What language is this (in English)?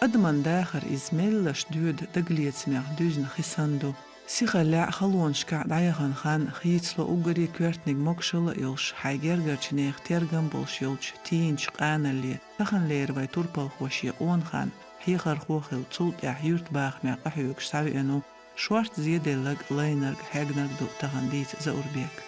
Chechen